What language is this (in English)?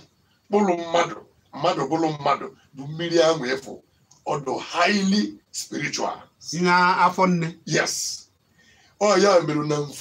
Igbo